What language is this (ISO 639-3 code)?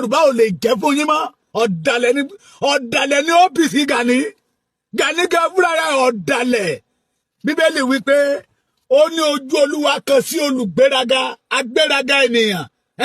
yor